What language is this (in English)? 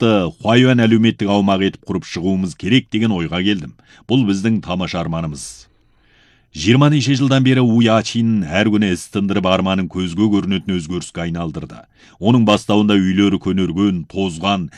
Kazakh